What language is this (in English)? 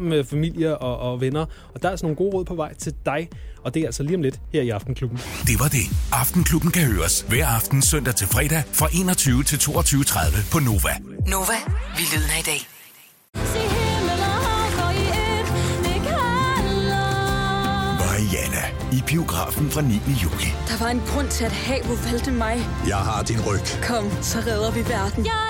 Danish